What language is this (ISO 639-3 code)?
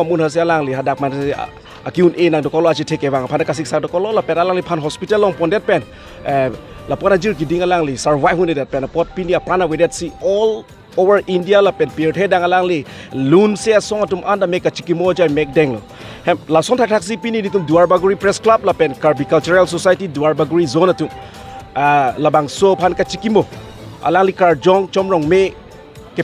mjw